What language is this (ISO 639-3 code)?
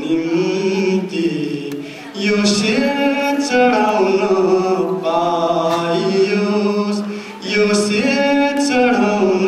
nep